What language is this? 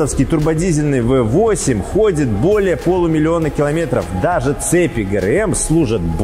Russian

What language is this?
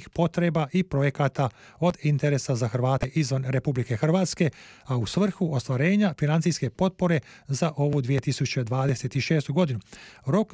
Croatian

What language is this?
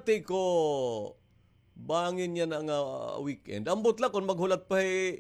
Waray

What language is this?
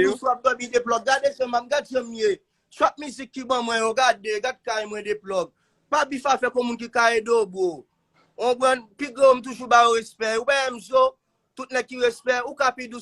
Haitian Creole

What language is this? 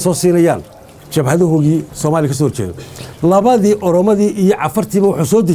Somali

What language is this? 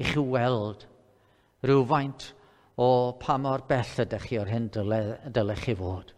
Welsh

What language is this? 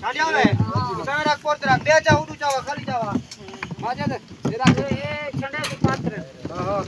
Saraiki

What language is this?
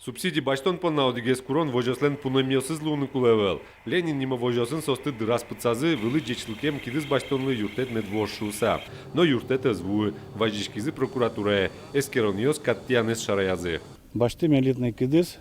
Udmurt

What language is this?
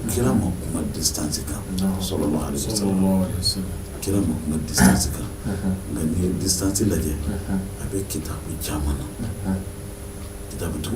Bambara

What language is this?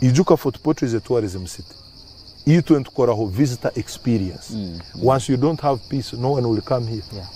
Nyankole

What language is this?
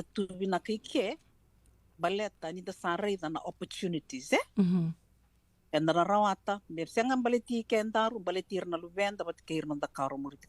Fijian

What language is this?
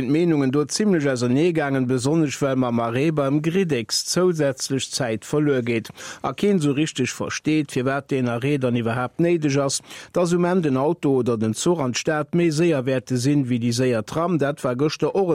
Luxembourgish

